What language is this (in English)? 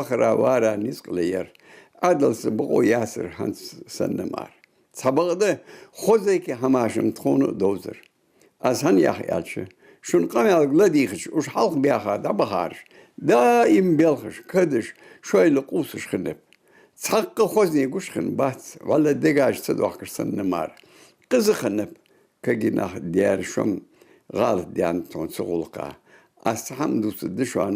Ingush